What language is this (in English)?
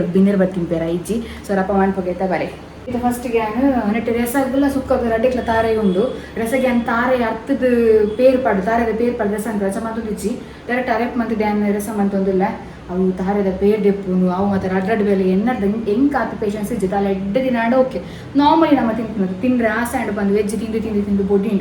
Tulu